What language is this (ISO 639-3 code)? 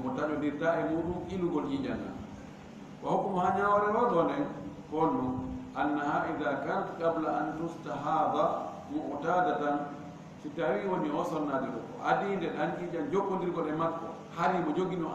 ful